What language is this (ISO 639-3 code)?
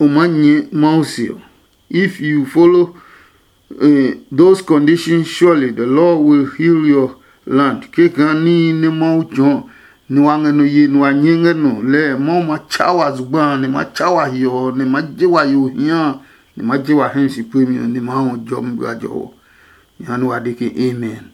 ada